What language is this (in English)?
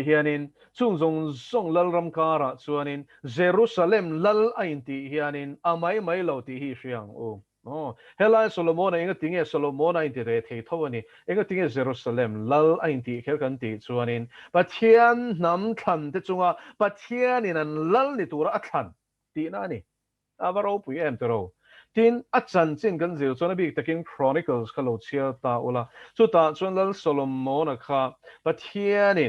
Mizo